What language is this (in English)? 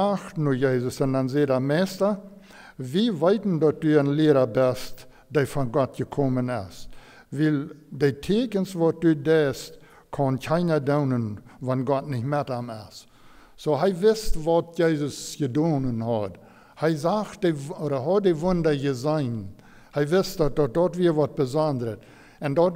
Plautdietsch